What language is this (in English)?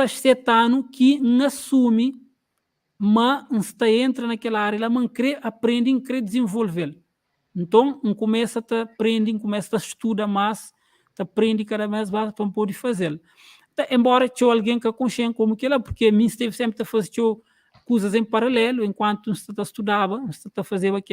Kabuverdianu